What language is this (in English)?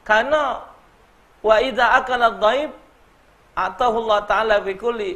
Musi